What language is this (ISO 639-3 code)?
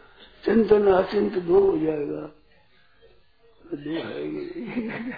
hin